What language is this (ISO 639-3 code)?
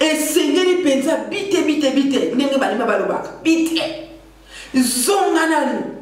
lin